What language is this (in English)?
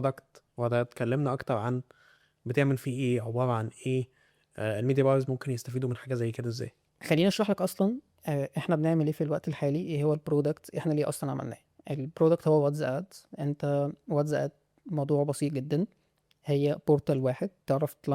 Egyptian Arabic